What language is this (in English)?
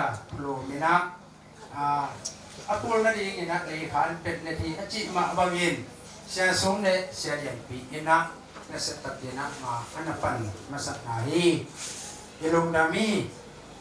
Tedim Chin